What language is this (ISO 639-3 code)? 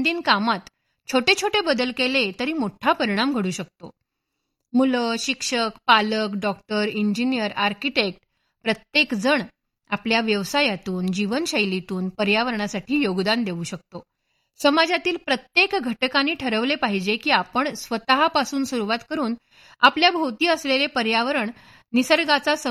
mar